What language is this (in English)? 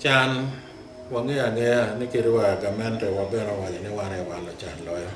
Acoli